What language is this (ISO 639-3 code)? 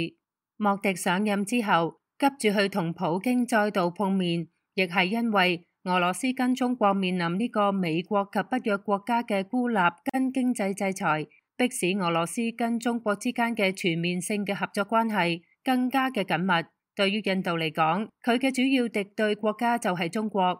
yue